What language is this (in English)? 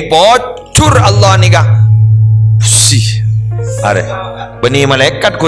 Madurese